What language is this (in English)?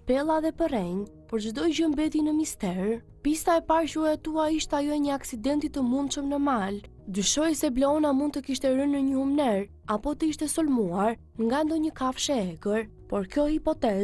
Albanian